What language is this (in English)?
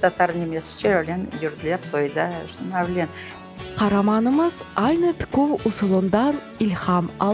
Crimean Tatar